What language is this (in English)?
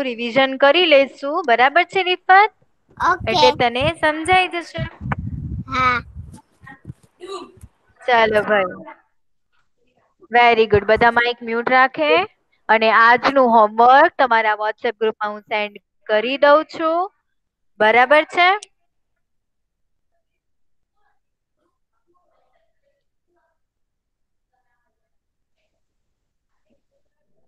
Gujarati